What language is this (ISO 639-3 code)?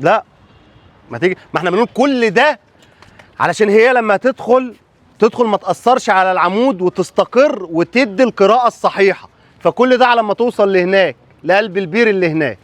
arz